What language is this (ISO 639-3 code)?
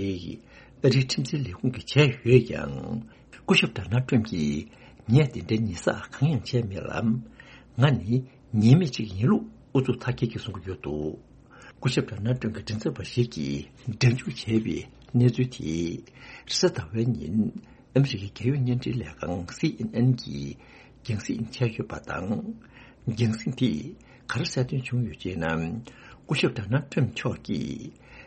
bod